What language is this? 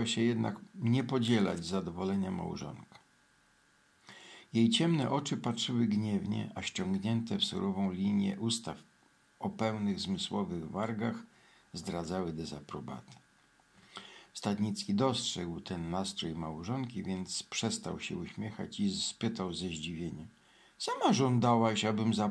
Polish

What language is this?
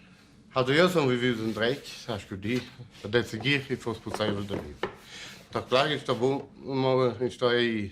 Romansh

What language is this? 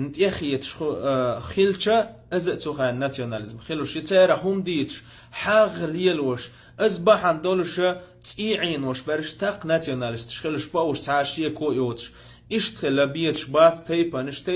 Chechen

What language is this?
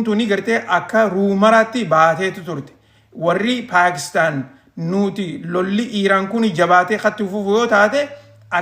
Oromo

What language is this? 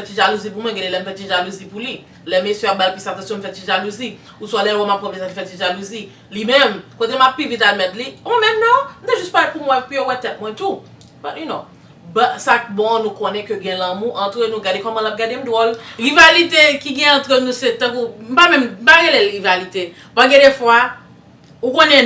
Haitian Creole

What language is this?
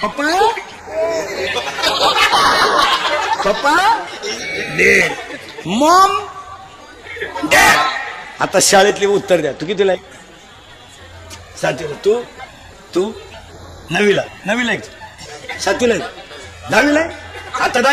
Marathi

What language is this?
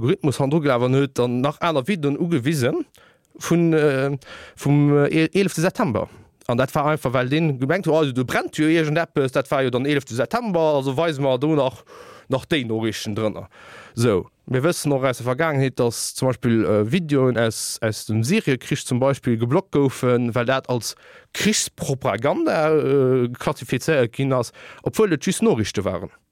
Luxembourgish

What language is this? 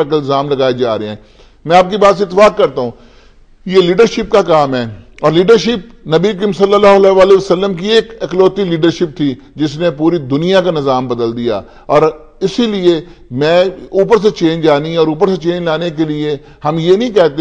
Urdu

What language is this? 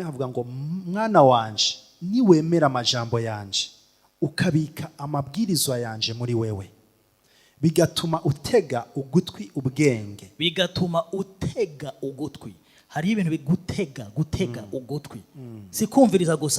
Rundi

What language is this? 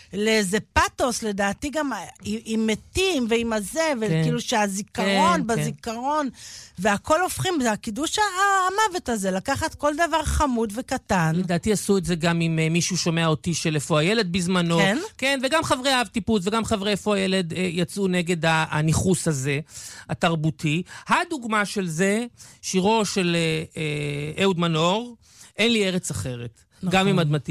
Hebrew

